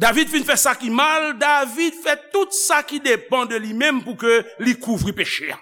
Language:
Haitian Creole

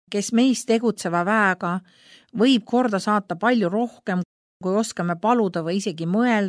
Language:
Estonian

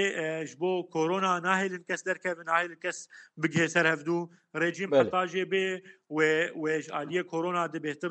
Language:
Kurdish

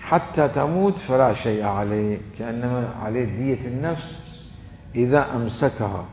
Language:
Mesopotamian Arabic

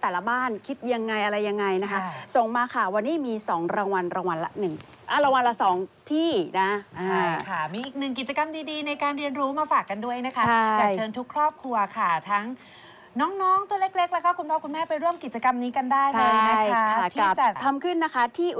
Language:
Thai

